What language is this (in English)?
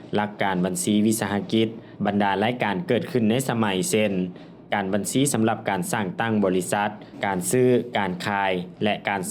Lao